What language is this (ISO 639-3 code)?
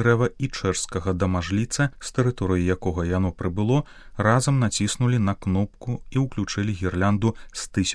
bel